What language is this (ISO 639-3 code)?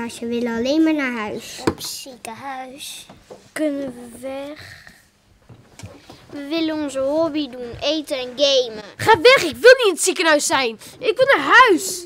nld